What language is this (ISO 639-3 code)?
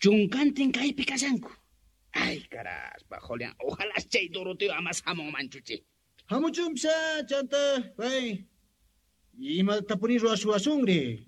que